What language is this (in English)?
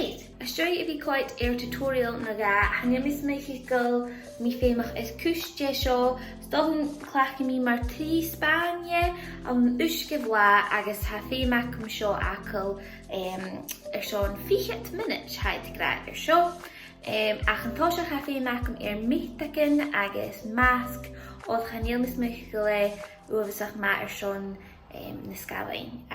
Scottish Gaelic